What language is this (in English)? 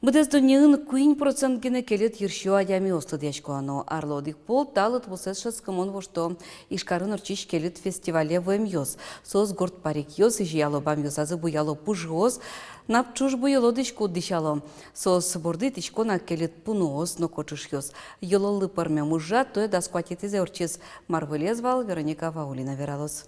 Udmurt